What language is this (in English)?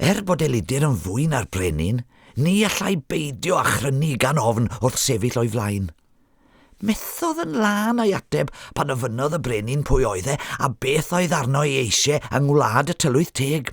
Welsh